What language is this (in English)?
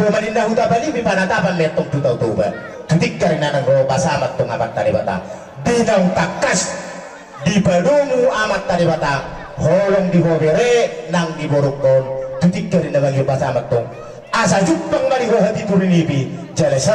Batak Toba